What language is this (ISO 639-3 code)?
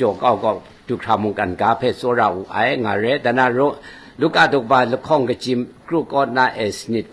kac